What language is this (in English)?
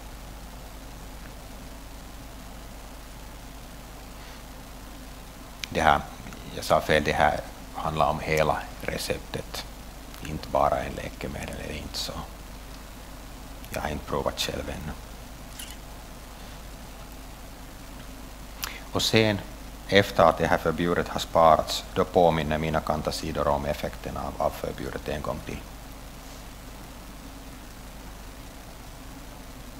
Swedish